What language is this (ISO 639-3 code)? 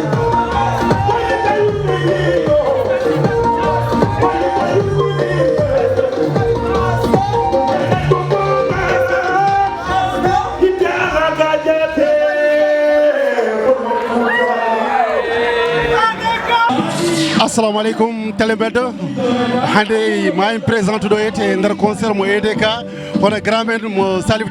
ful